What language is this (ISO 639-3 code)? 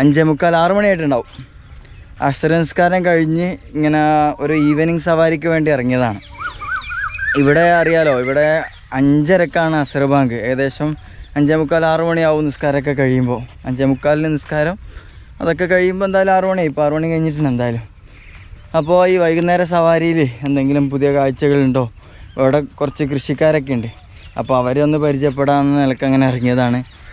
mal